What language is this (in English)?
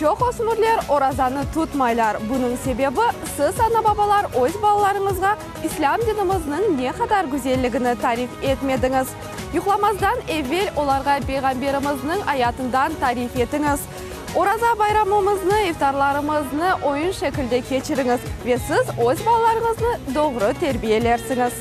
Crimean Tatar